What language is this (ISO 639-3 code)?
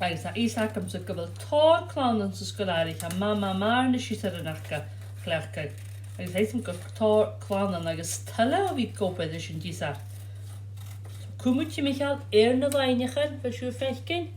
gla